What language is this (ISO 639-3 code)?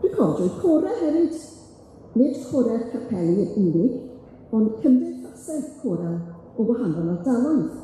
cym